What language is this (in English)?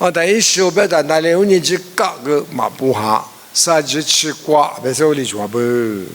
Lisu